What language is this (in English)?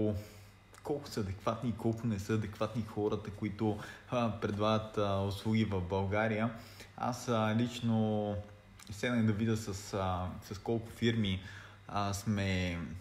Bulgarian